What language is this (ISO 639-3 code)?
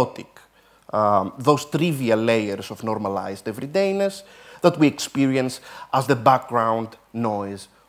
eng